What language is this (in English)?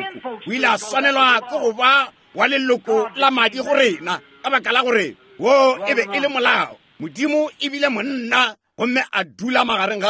Northern Sotho